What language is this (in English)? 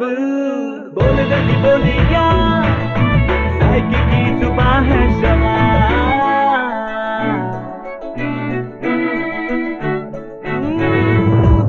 Urdu